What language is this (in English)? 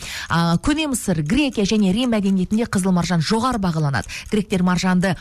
Kazakh